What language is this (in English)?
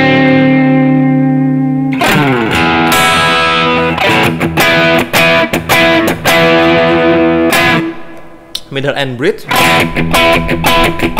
Indonesian